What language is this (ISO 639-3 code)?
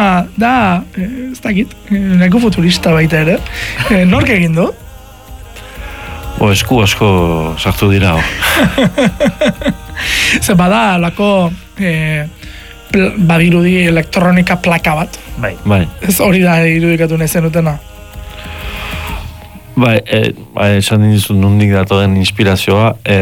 eus